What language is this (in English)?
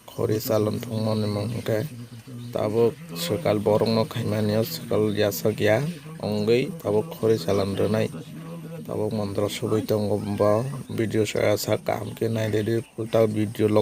Kok Borok